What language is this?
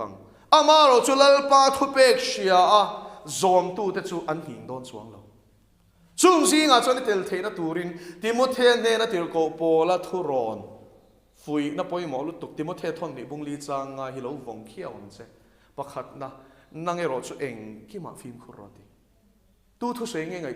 Mizo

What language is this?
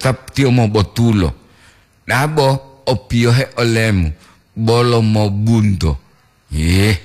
Gorontalo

